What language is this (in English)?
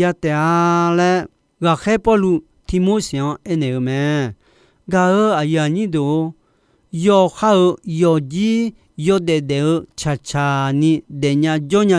Akha